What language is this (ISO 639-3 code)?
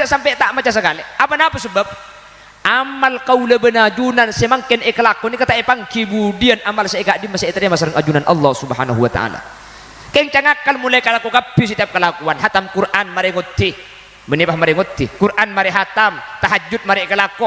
mad